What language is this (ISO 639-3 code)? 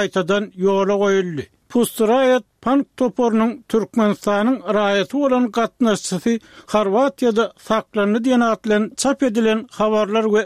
tuk